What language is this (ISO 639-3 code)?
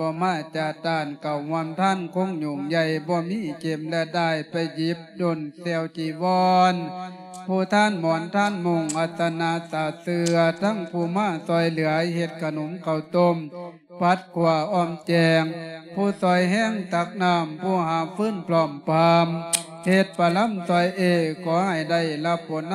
lao